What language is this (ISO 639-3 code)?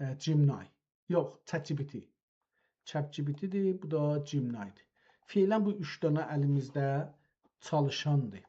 azb